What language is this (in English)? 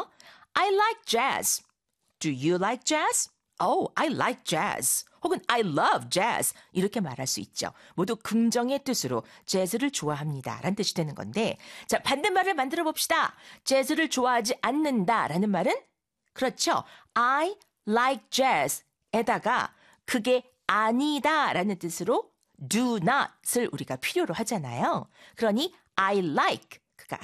Korean